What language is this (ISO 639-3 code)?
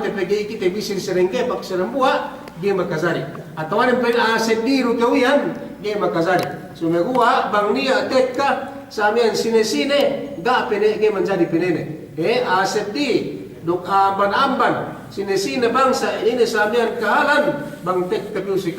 yka